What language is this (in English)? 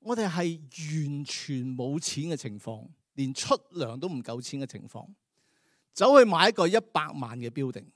Cantonese